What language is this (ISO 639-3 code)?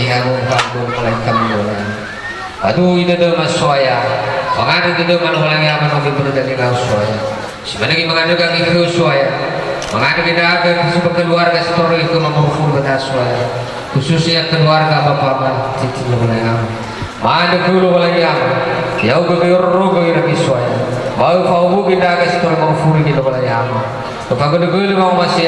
nia